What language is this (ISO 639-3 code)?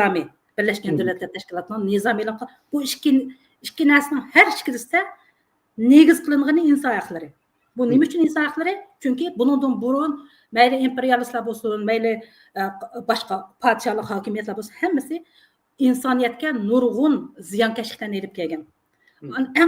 uig